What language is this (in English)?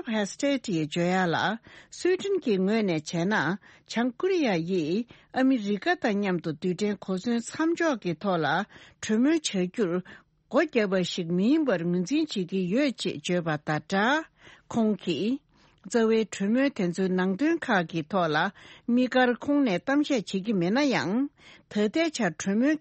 Tibetan